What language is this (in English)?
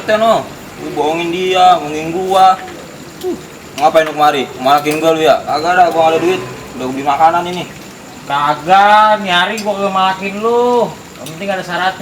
Betawi